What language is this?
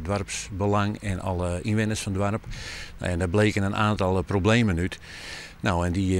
Western Frisian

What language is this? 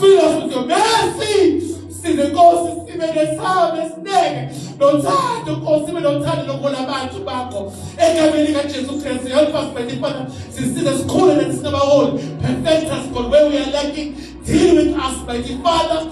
Zulu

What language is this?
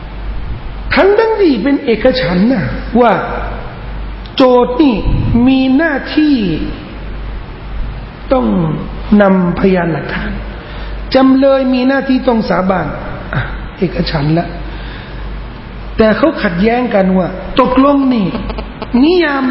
Thai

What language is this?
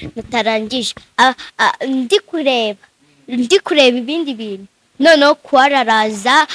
Kinyarwanda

